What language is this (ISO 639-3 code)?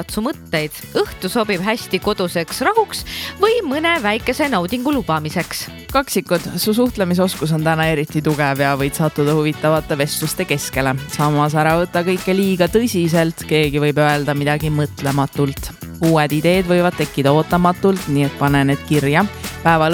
est